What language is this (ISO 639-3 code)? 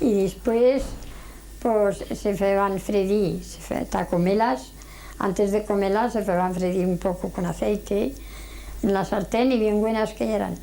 arg